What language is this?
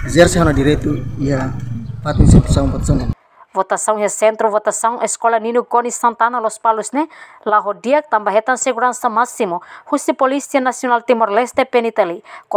Tetum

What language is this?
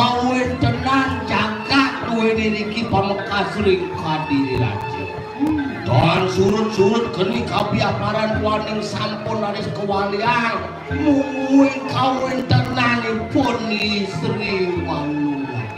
Balinese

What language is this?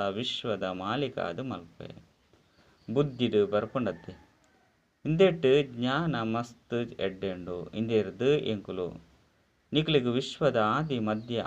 Tulu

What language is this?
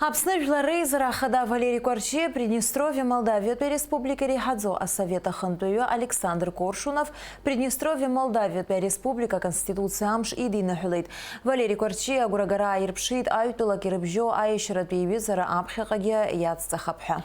Abkhazian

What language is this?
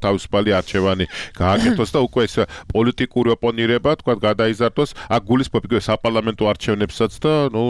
Georgian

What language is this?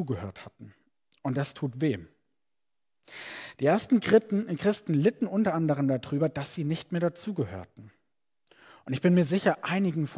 German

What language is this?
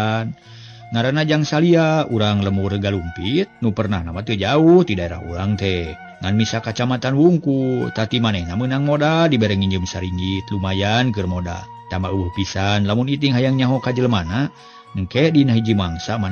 Sundanese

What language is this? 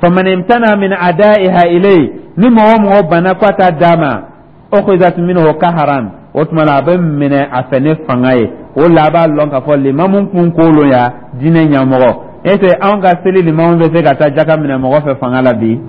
Dyula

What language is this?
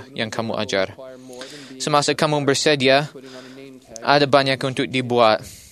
Malay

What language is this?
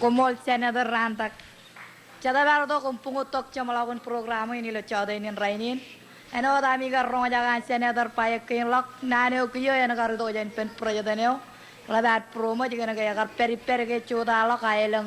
Marshallese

